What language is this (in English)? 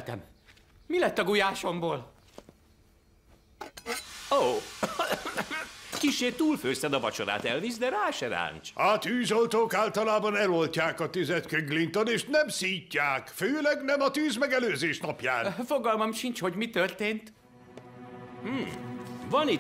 Hungarian